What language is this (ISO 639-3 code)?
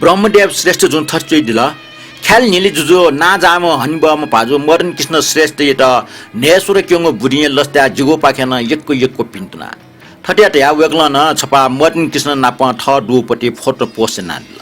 new